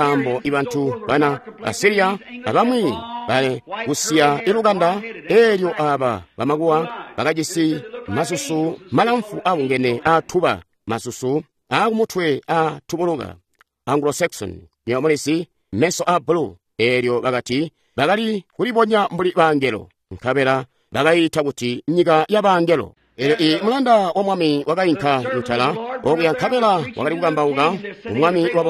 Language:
Tonga (Zambia)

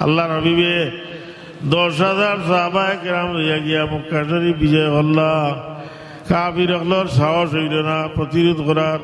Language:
Sylheti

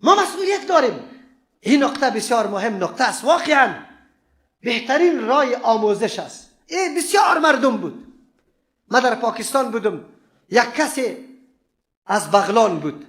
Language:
Persian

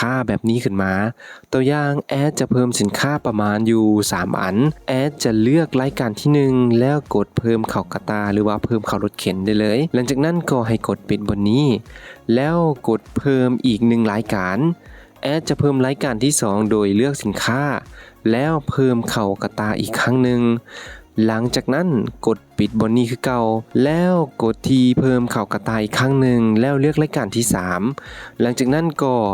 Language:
Lao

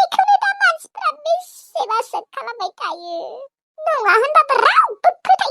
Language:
Bodo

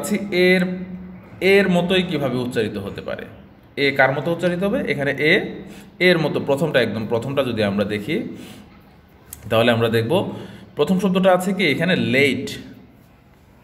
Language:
Bangla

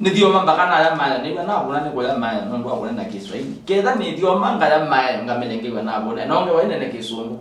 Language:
Kamba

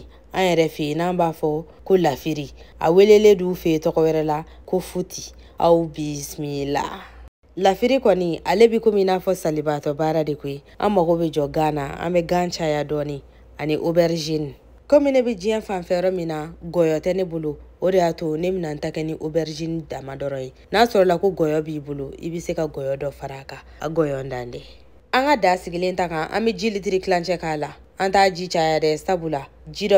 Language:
Bambara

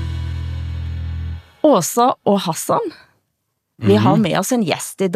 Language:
Danish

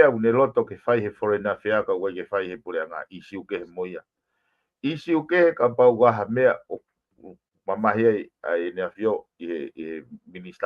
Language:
Tongan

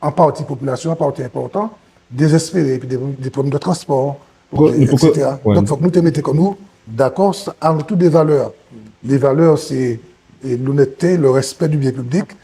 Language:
Guadeloupean Creole French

